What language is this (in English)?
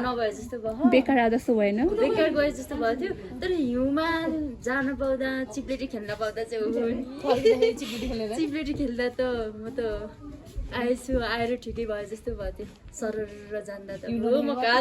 Nepali